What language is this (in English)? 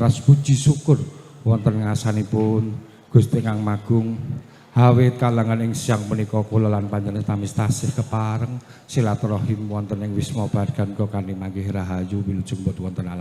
Javanese